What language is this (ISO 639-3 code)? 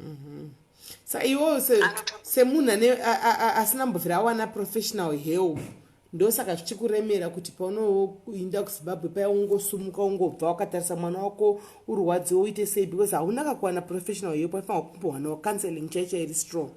sna